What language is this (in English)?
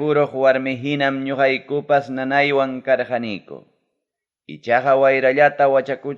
Ayacucho Quechua